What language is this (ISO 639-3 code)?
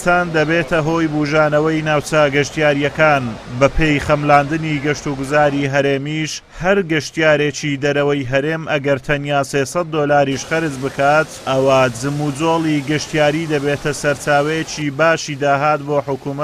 ckb